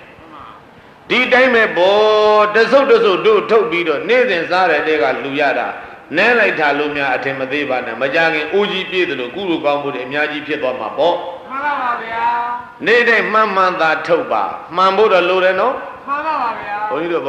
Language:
Burmese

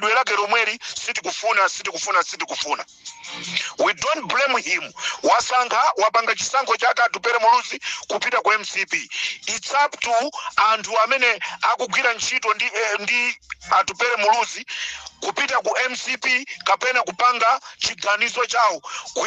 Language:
Nyanja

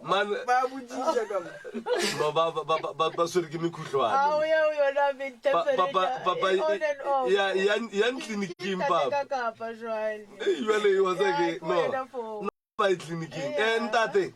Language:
Northern Sotho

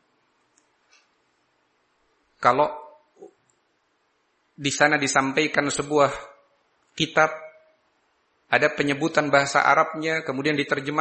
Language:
Indonesian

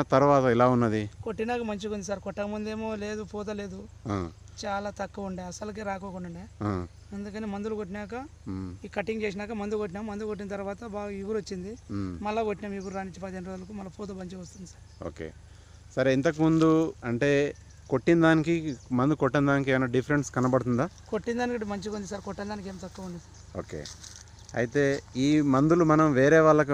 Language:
Telugu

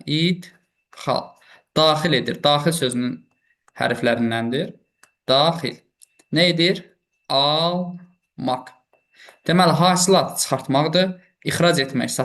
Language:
Azerbaijani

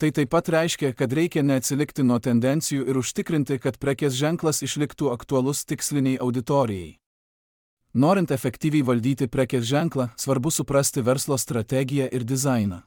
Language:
Lithuanian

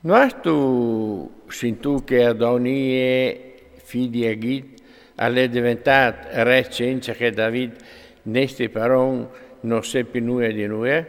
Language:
Friulian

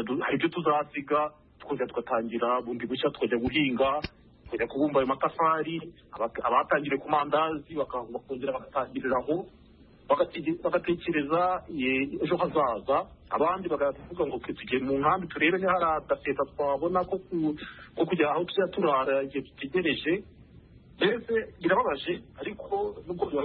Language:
Kinyarwanda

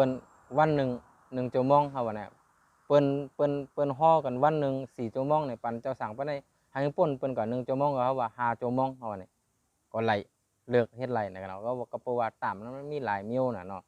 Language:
Shan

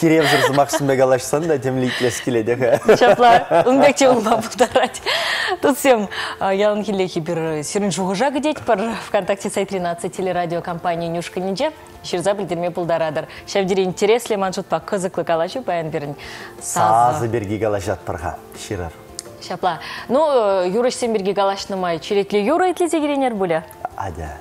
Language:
Chuvash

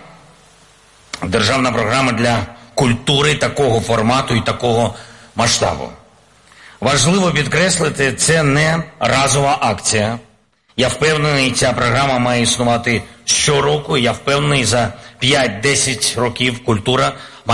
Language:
Ukrainian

